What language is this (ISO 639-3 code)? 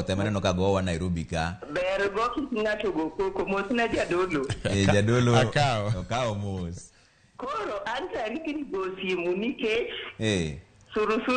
luo